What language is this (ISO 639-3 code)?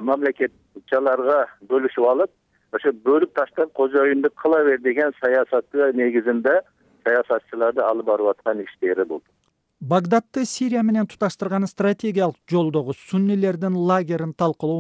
kir